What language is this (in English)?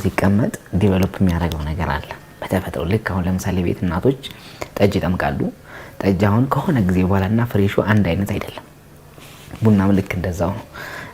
Amharic